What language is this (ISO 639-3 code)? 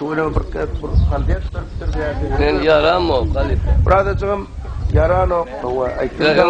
tuk